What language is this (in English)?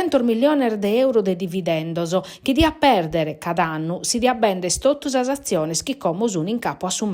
Sardinian